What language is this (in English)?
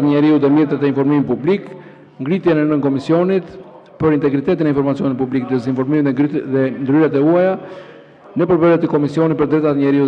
Albanian